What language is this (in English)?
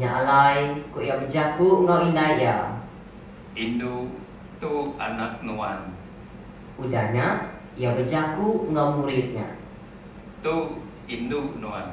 Iban